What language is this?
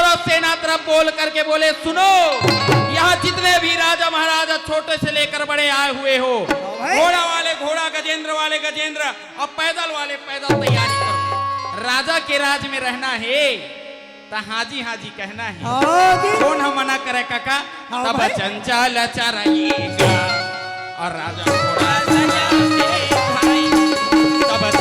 Chhattisgarhi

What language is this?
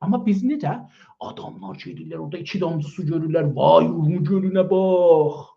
South Azerbaijani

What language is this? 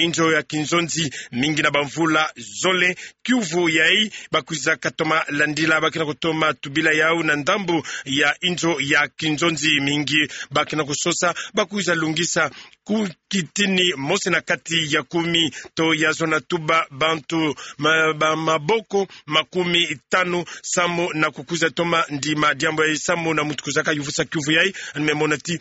Kituba (Democratic Republic of Congo)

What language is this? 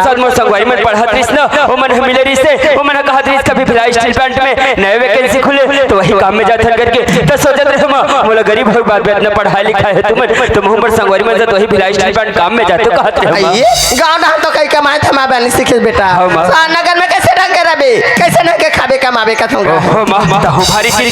Chhattisgarhi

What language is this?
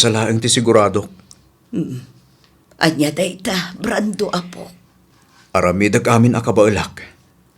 Iloko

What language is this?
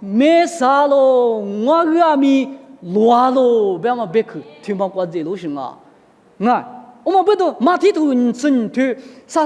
Lisu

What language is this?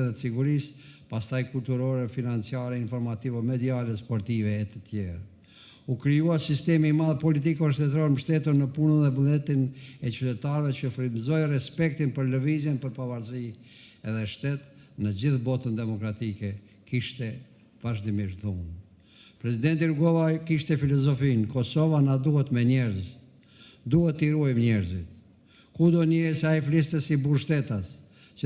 Albanian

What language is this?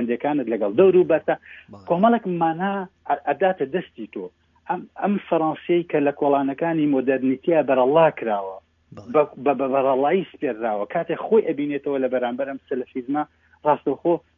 Central Kurdish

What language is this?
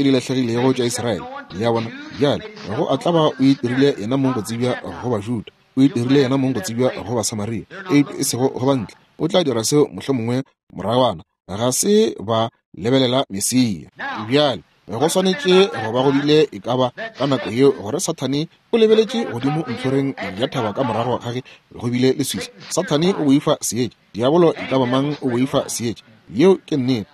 Northern Sotho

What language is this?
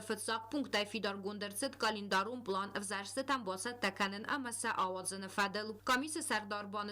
Ossetic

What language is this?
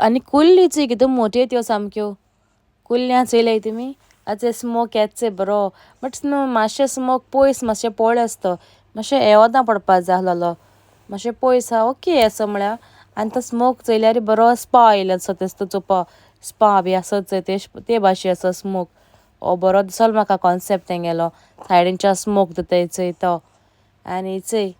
Konkani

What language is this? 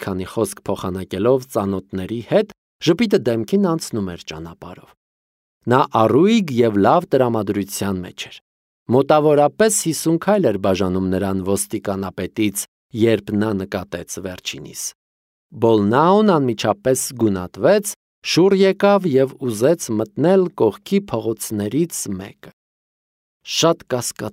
Armenian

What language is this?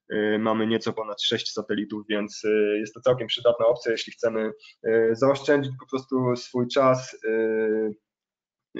Polish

